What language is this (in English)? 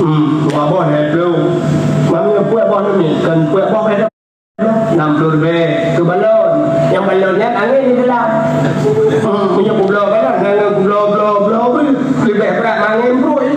Achinese